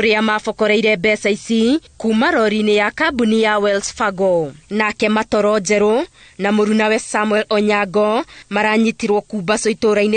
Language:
Kikuyu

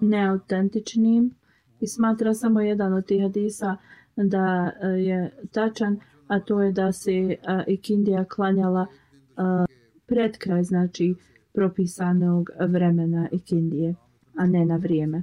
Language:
Bosnian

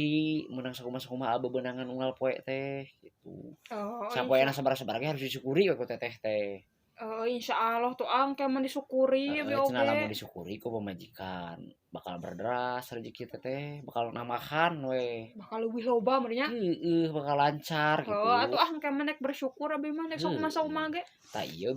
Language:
Sundanese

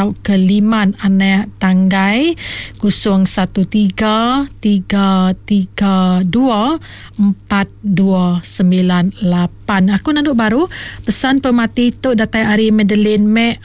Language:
Iban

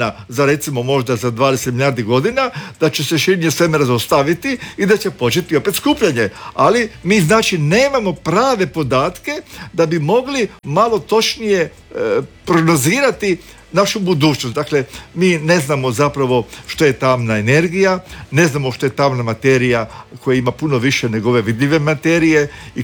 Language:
Croatian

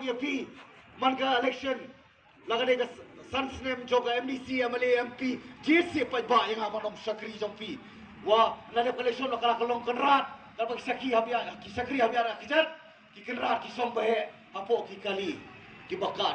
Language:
Khasi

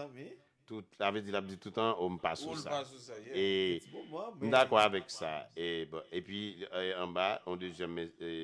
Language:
Haitian Creole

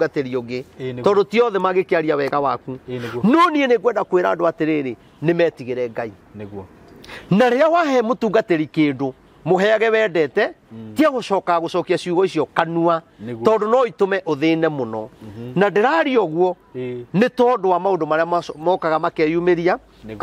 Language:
Kikuyu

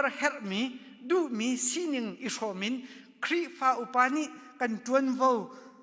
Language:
Hakha Chin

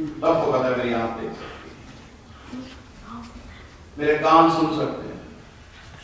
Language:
Urdu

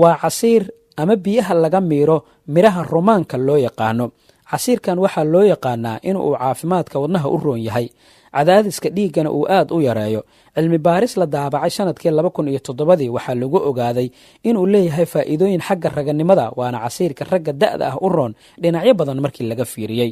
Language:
Somali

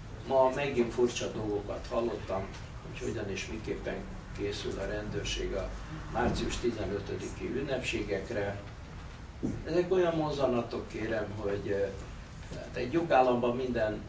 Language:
Hungarian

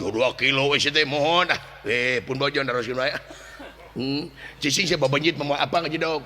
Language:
Sundanese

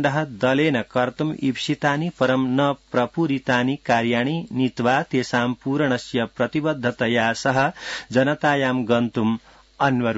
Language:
Sanskrit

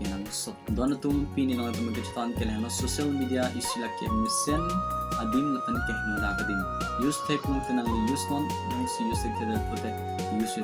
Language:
Karbi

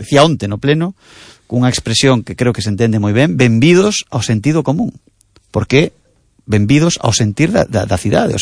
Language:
Galician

